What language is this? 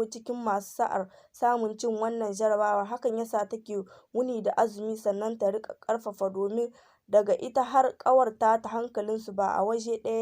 Hausa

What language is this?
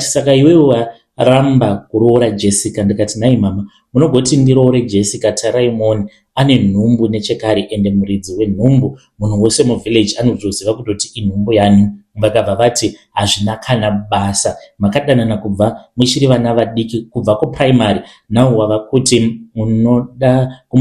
Shona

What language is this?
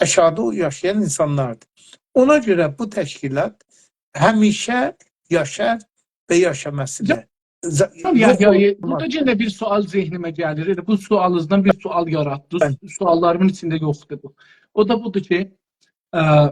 South Azerbaijani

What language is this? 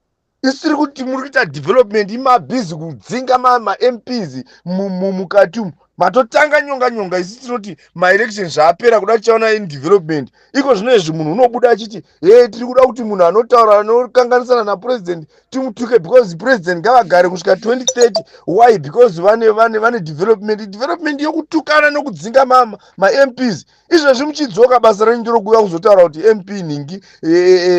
Shona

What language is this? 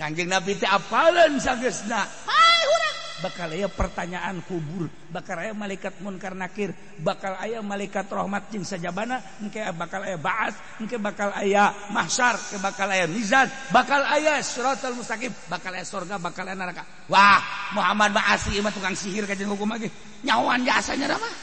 Sundanese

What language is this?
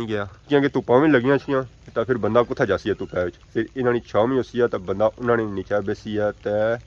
Pahari-Potwari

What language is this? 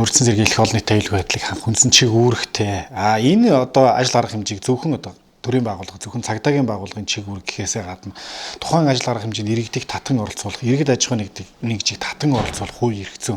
Mongolian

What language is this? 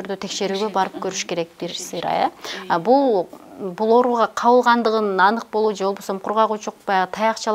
Kyrgyz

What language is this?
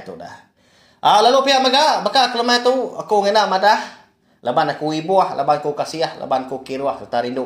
Iban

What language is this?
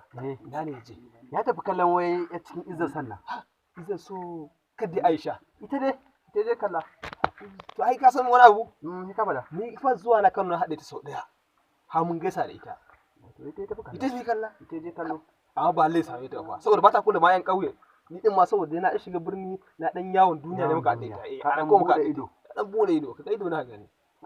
Hausa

